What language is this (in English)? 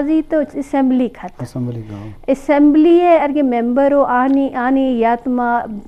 Eastern Balochi